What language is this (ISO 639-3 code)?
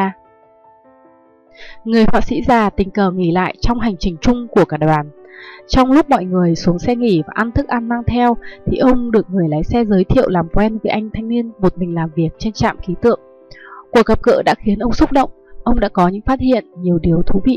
vie